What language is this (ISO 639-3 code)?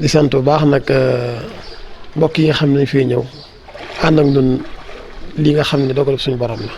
wol